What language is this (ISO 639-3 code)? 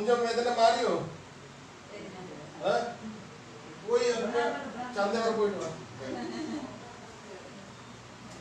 mal